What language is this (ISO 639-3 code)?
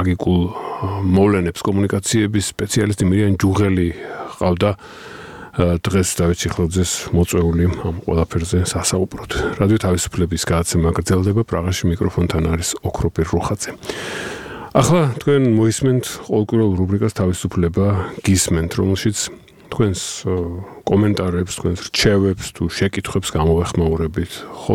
kat